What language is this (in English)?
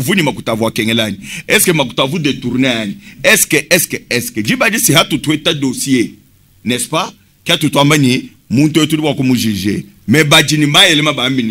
Luba-Lulua